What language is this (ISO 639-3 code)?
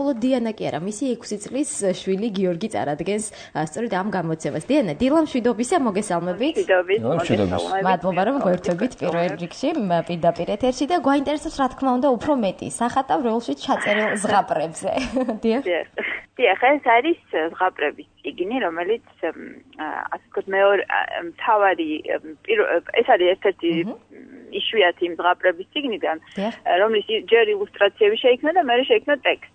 kat